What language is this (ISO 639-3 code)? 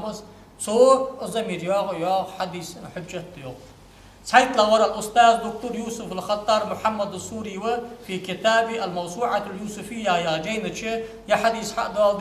inh